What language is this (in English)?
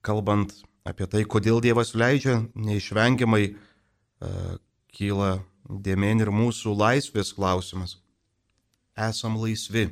Lithuanian